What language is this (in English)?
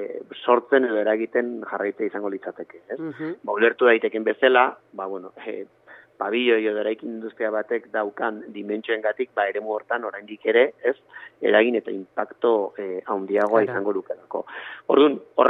Basque